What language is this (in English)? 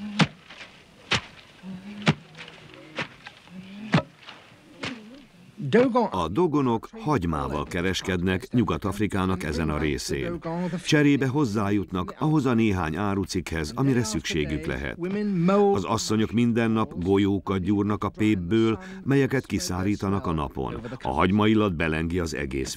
Hungarian